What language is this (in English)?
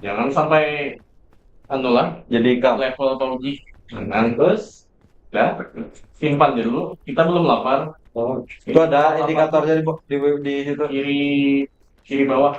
Banjar